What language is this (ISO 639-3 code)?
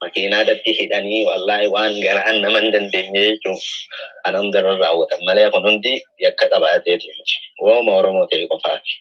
orm